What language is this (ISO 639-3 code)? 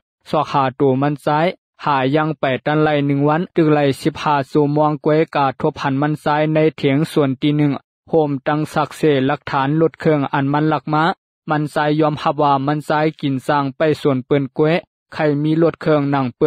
lao